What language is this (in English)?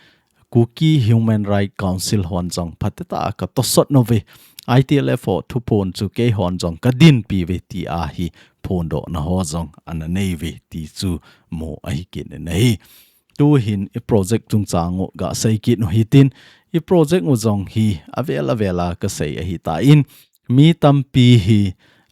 Thado Chin